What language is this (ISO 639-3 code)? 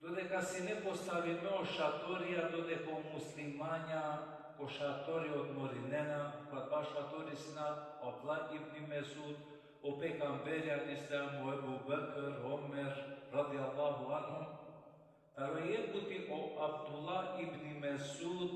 rmn